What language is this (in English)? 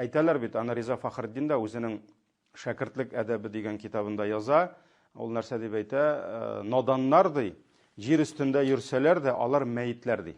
Tatar